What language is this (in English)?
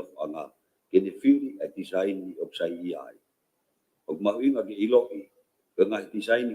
Tongan